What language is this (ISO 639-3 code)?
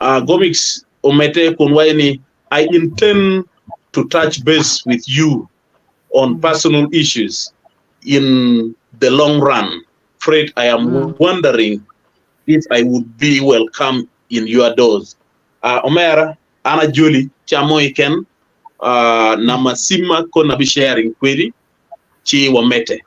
ach